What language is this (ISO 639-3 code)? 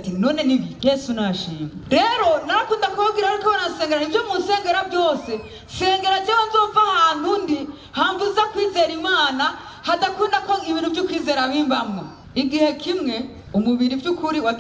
run